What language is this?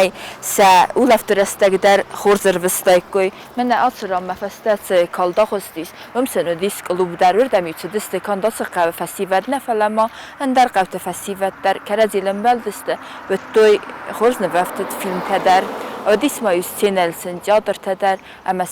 Ossetic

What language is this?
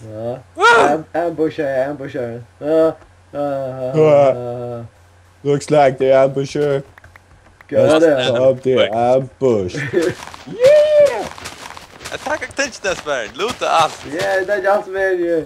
Faroese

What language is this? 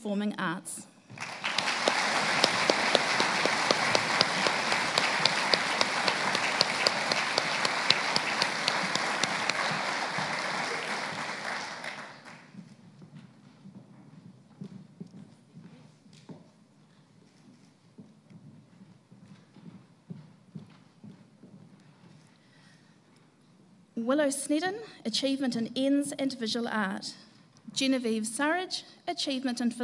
English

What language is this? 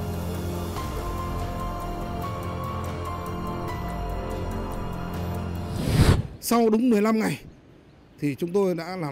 Vietnamese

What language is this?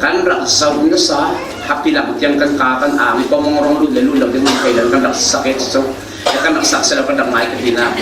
Falam Chin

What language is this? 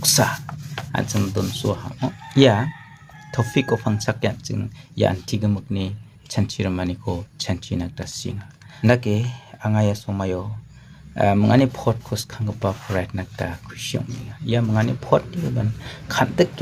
Garo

